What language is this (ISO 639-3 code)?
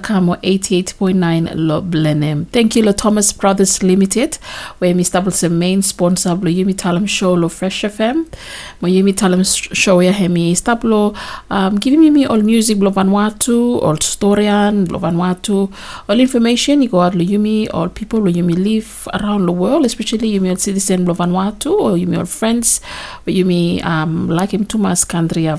bis